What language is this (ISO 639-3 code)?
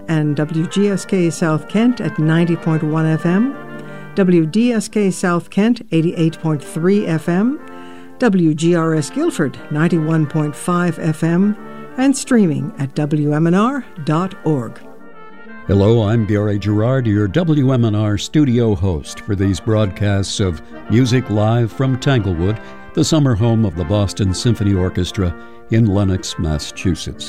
eng